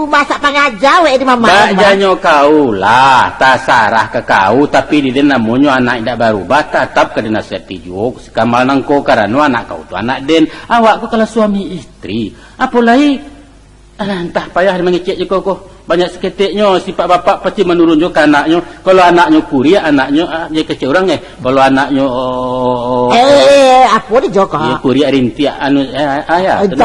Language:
Minangkabau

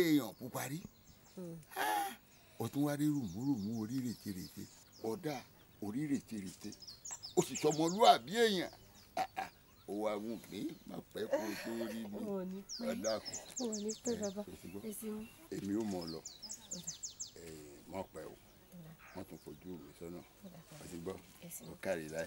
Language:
Yoruba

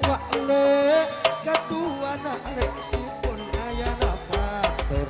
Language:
Madurese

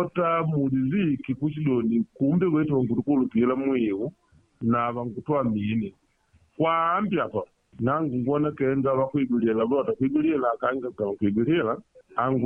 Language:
Makonde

